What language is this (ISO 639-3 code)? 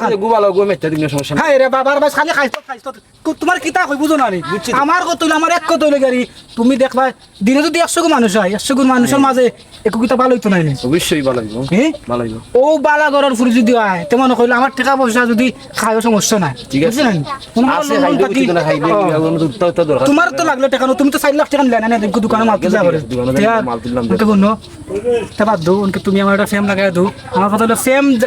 syl